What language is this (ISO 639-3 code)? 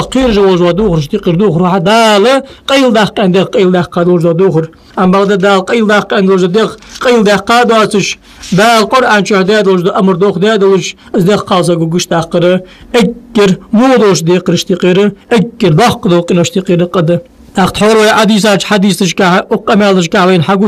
inh